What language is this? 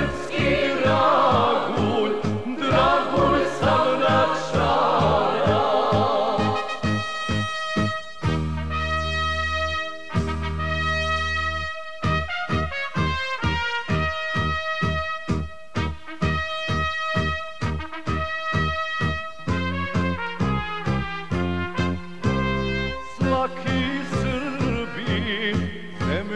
Serbian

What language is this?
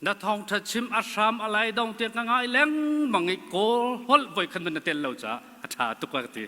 Hakha Chin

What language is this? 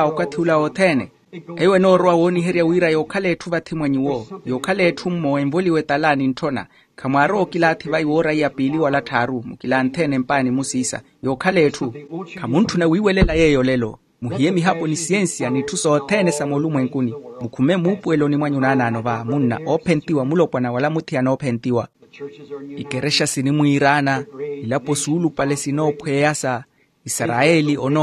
Makhuwa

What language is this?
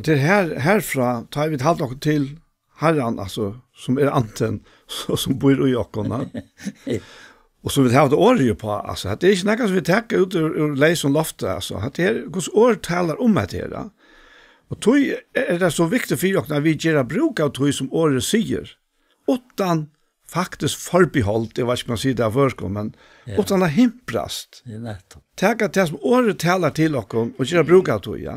Faroese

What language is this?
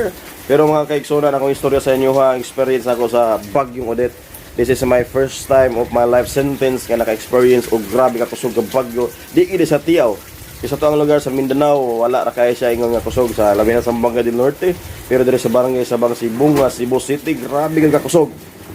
Cebuano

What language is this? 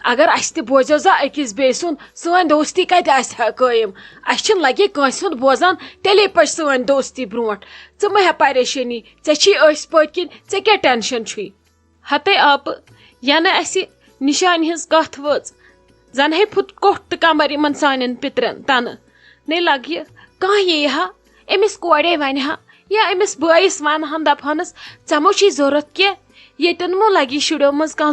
Kashmiri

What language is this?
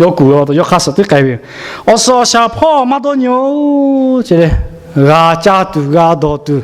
Lahu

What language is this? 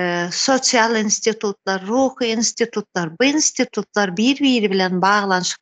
Turkmen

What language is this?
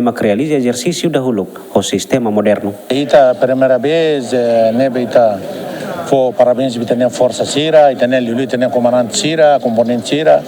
Tetum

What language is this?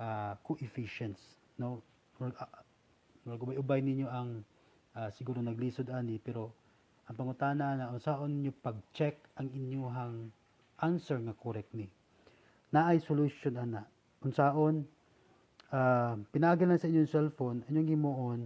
Cebuano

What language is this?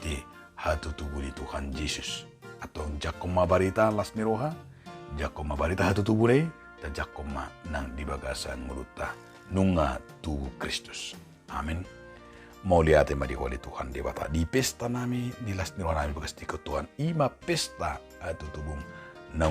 Batak Toba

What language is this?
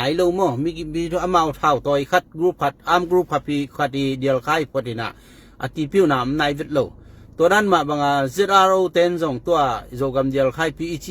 Tedim Chin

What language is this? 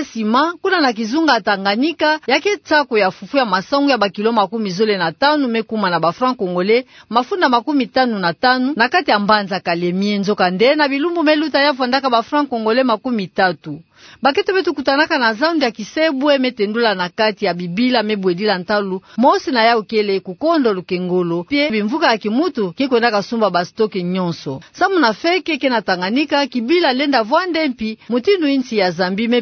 Kituba (Democratic Republic of Congo)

